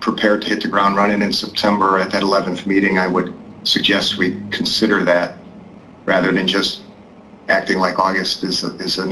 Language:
English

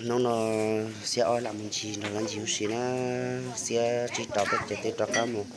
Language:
Hmong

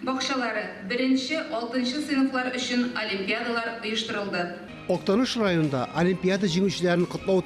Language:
Tatar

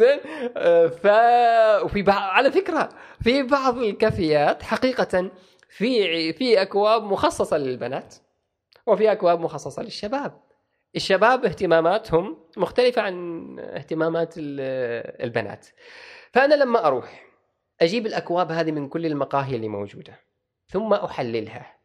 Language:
Gulf Arabic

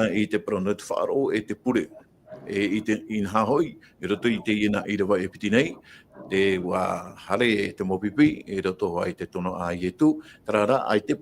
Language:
Tahitian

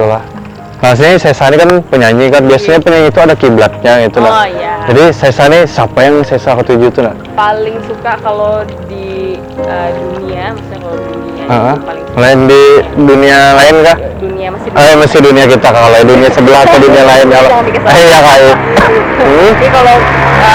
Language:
Banjar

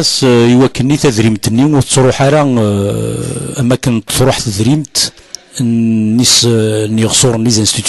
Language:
Kabyle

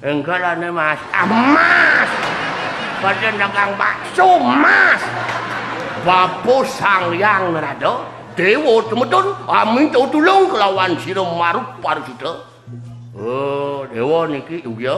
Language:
Balinese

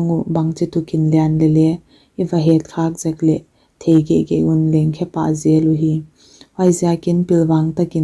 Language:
Paite Chin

